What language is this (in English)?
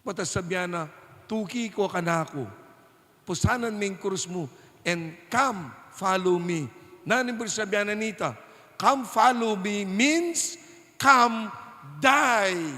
Pampanga